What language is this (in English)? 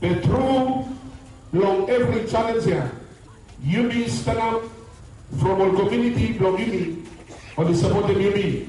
Bislama